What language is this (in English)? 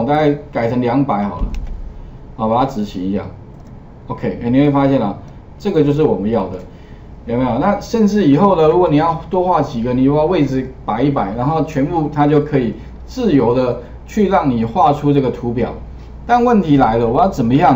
Chinese